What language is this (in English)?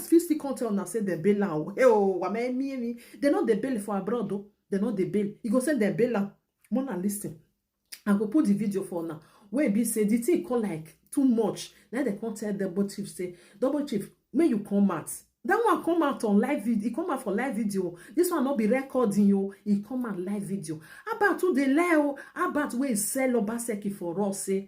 Nigerian Pidgin